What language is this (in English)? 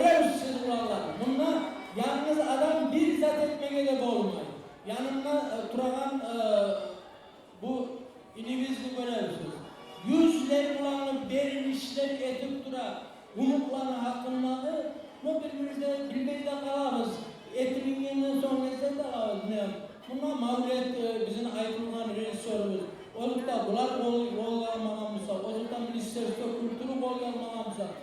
Kumyk